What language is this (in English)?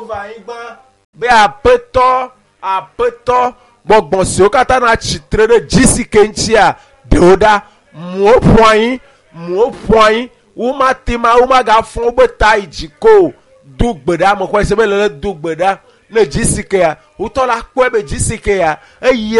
Ewe